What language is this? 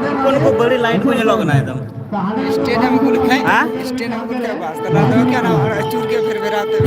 Santali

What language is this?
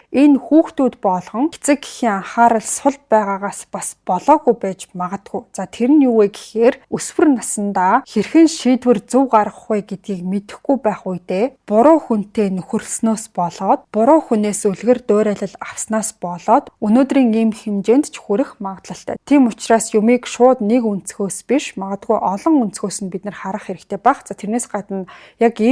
Mongolian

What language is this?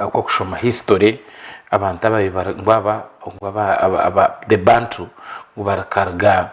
Nyankole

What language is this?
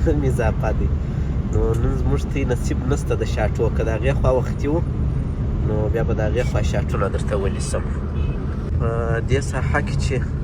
Pashto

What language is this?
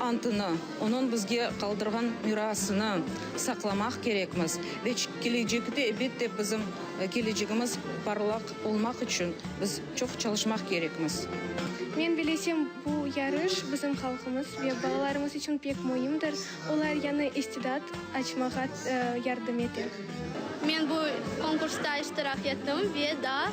Crimean Tatar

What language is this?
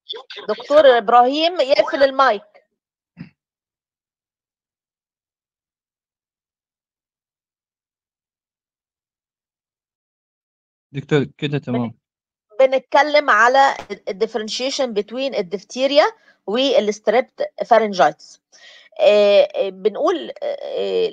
Egyptian Arabic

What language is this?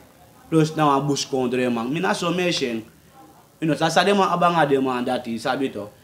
Sranan Tongo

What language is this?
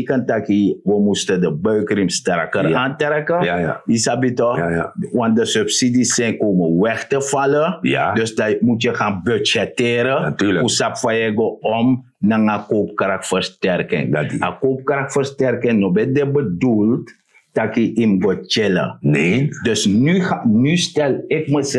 Sranan Tongo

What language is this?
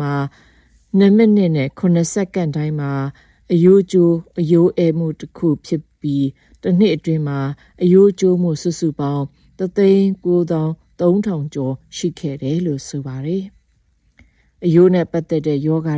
Burmese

